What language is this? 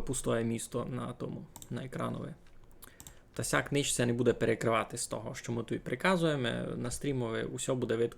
Rusyn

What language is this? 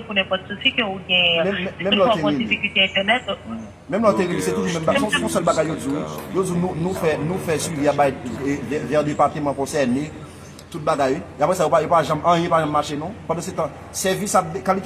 Haitian Creole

